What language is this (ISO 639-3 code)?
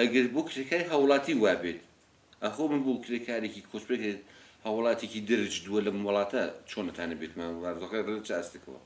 ckb